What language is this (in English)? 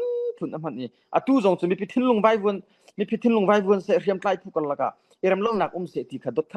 Hakha Chin